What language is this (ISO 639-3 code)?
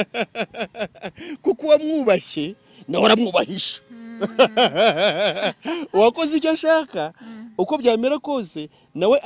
kin